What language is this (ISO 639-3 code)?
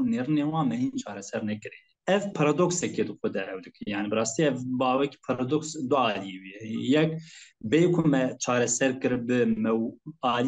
kur